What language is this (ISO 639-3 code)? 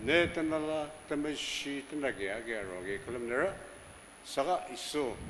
njo